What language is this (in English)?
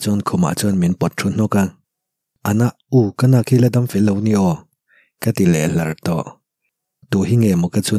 Mizo